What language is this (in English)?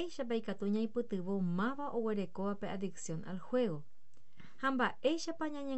Guarani